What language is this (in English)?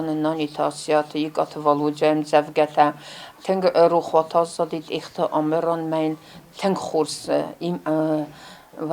Ossetic